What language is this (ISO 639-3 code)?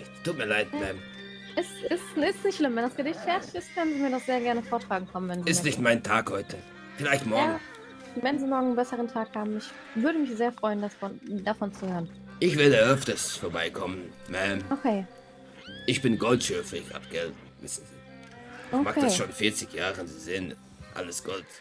gsw